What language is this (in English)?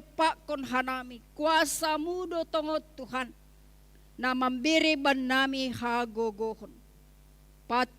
Batak Simalungun